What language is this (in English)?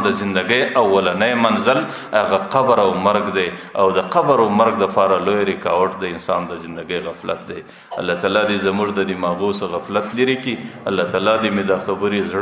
Pashto